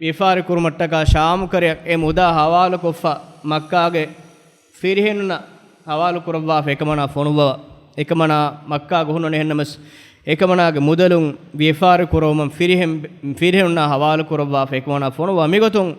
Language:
Divehi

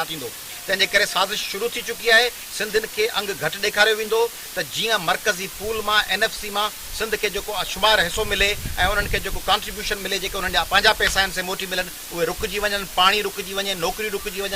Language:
Sindhi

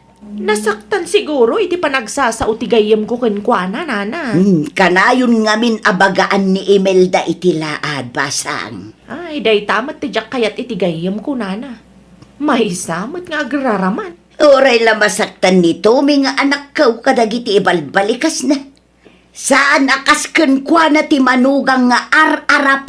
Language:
Iloko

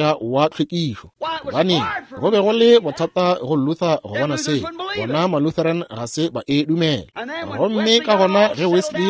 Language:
Northern Sotho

